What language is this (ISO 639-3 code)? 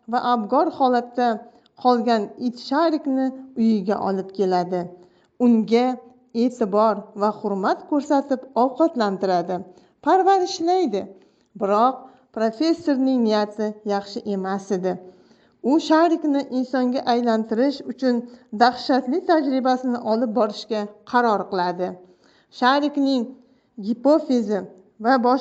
uzb